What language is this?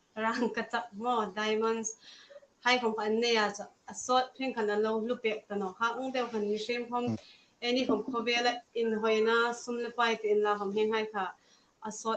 Hmar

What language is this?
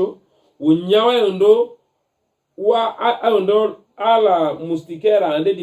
Tetela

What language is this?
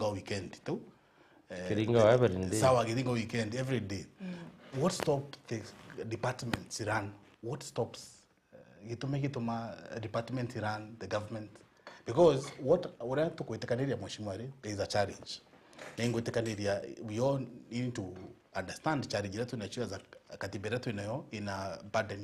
Meru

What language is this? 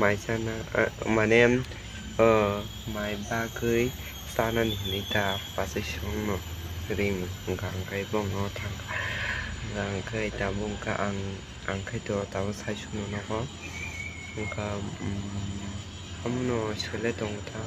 Kok Borok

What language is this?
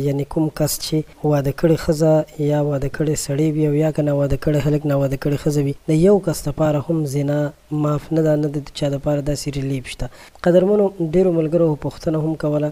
Pashto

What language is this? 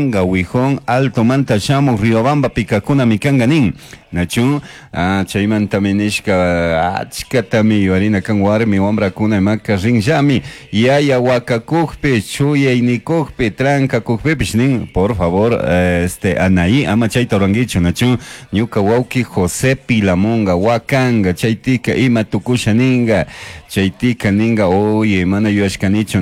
Chimborazo Highland Quichua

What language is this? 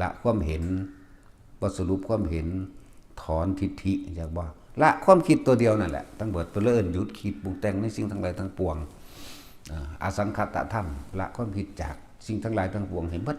Northeastern Thai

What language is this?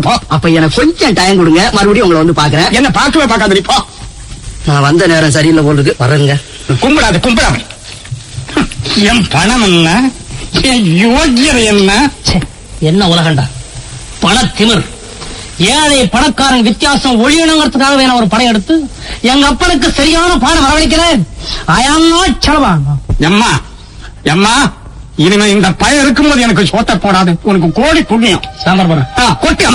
Tamil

